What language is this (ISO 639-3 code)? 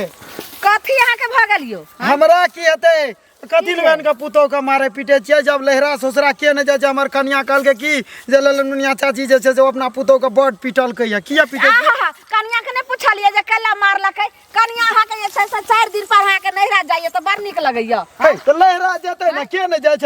mai